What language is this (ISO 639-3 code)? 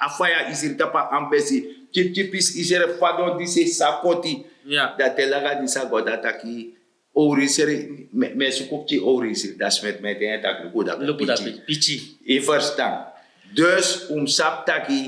srn